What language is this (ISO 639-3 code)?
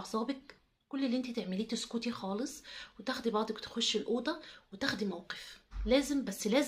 arz